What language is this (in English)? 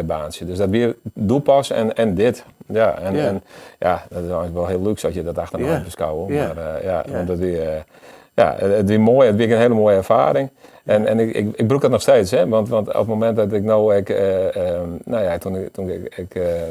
Western Frisian